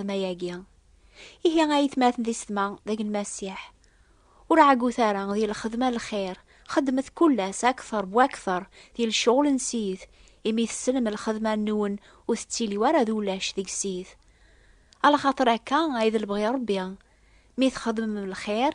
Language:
Kabyle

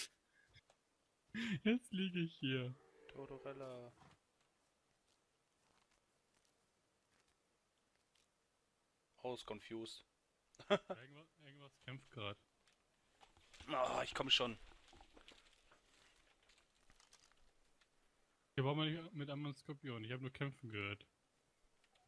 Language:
German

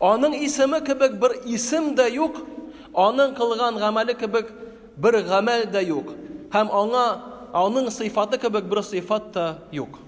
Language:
Tatar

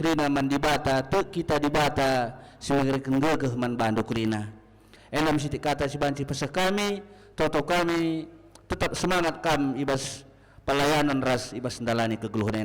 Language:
Batak Karo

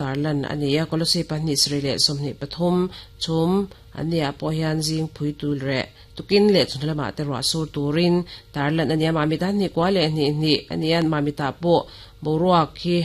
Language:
Mizo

